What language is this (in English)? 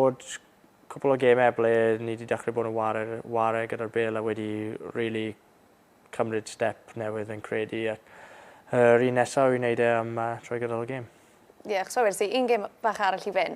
Welsh